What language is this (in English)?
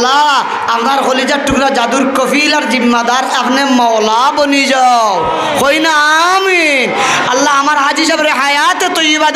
Sylheti